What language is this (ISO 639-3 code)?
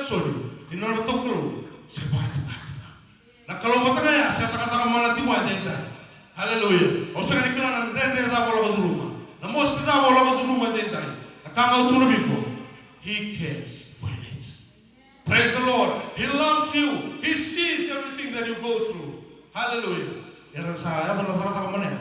fij